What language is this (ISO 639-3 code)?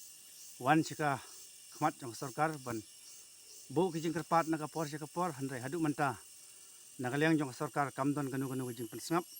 kha